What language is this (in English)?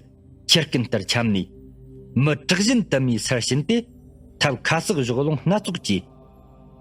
Tibetan